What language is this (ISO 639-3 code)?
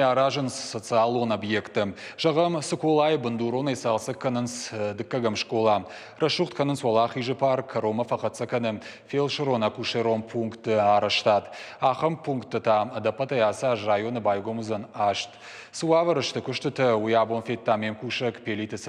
oss